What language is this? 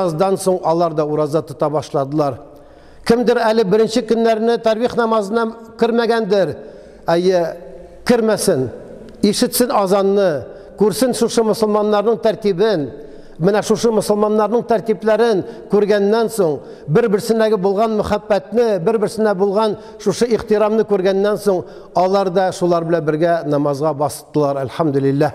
Tatar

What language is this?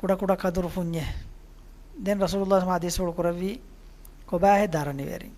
Divehi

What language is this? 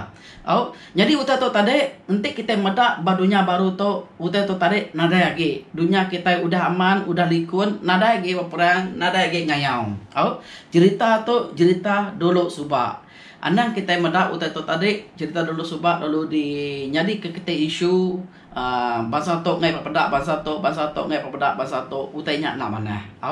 Iban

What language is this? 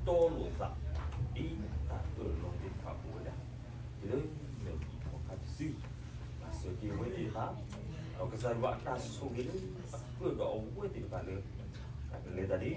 S'gaw Karen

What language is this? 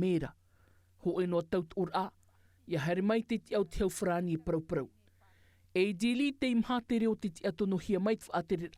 Tahitian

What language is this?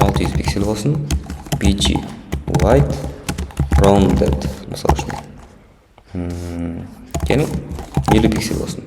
Kara-Kalpak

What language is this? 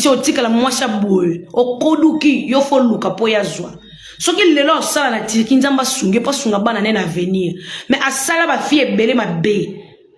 Lingala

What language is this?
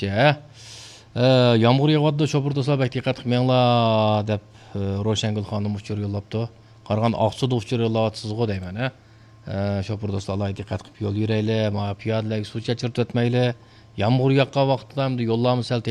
Uyghur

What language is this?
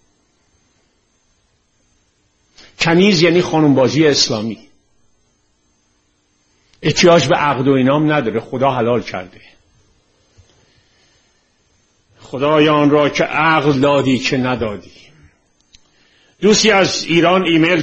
Persian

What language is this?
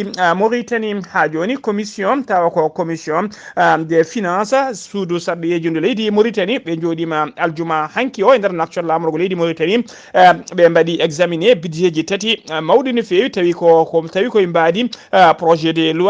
Fula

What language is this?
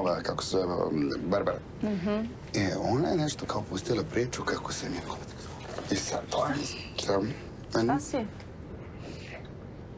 Serbian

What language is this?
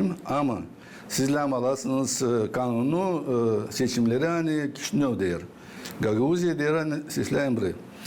Gagauz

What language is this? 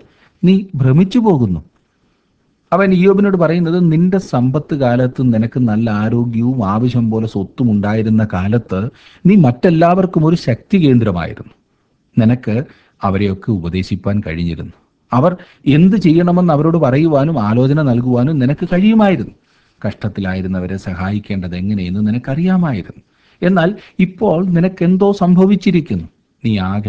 Malayalam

